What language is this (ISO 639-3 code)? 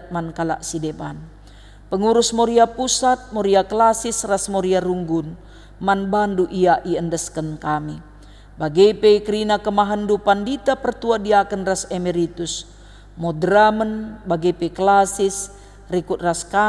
btx